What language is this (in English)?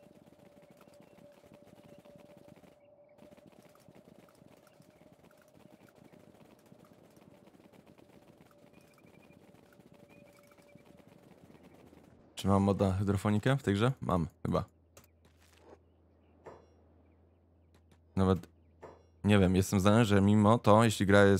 Polish